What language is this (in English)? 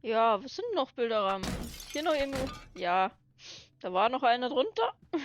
Bavarian